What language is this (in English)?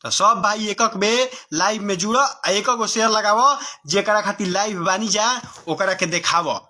Bhojpuri